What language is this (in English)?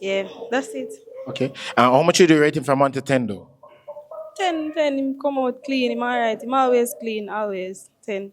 Jamaican Creole English